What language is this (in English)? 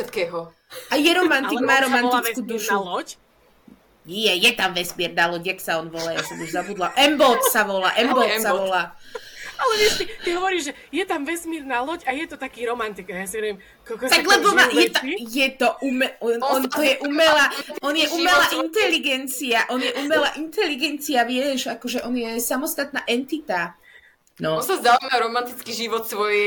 Slovak